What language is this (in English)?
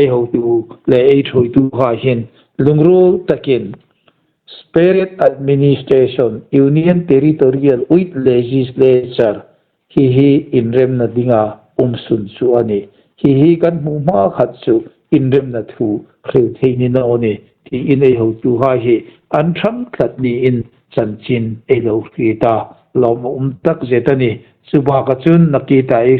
Hmar